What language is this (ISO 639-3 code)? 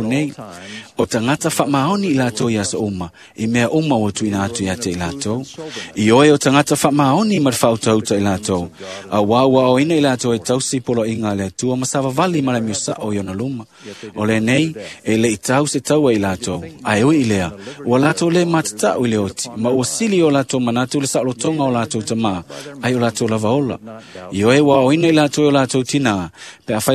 smo